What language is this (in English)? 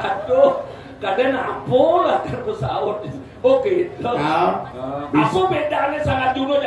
Balinese